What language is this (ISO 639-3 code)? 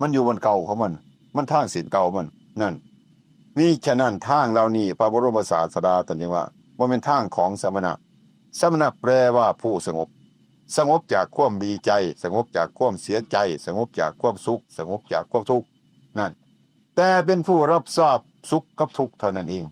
tts